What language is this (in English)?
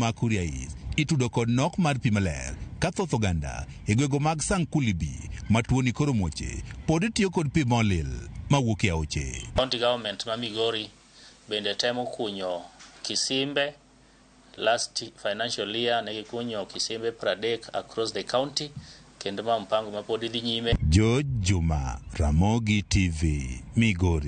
Luo (Kenya and Tanzania)